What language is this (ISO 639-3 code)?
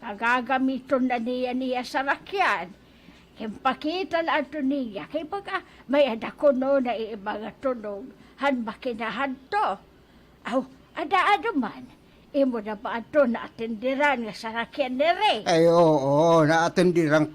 war